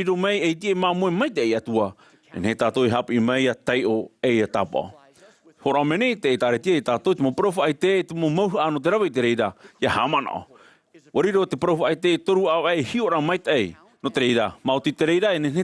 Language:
Tahitian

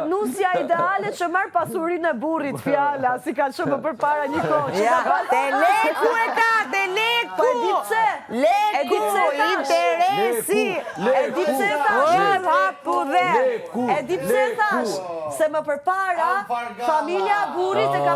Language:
Albanian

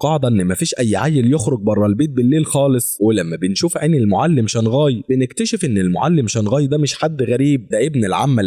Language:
Egyptian Arabic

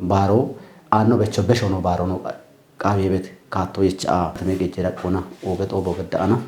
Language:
Kafa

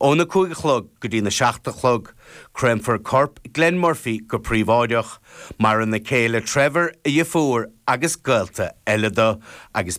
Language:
Irish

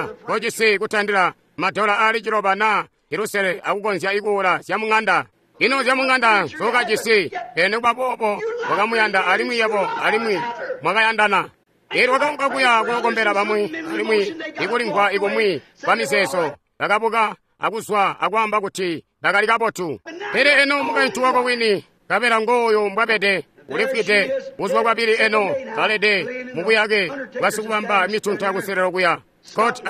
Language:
Tonga (Zambia)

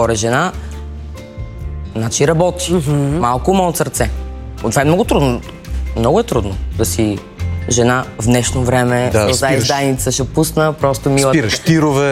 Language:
Bulgarian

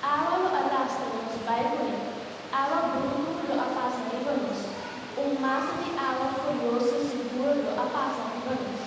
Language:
Papiamento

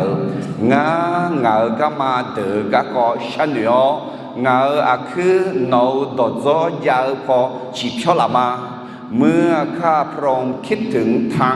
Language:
Akha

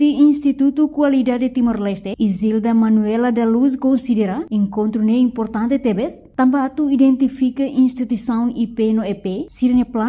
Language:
Tetum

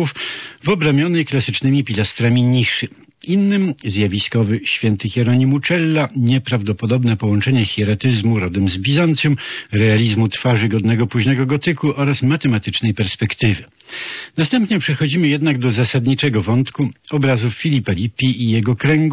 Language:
Polish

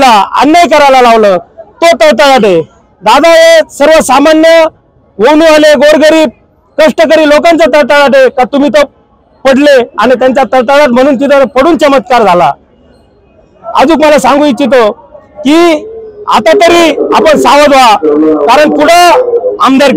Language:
Marathi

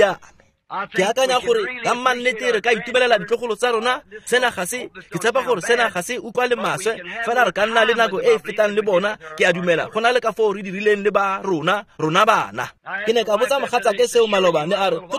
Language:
Tswana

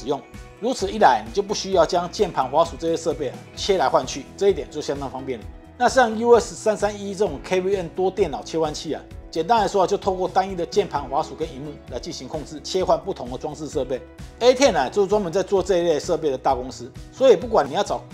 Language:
Chinese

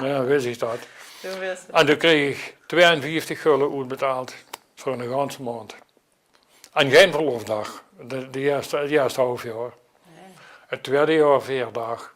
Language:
Limburgish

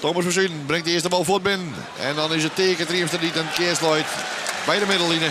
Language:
Western Frisian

